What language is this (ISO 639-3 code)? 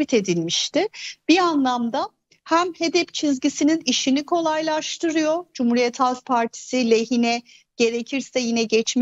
tur